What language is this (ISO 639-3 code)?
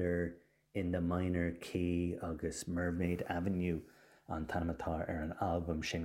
gle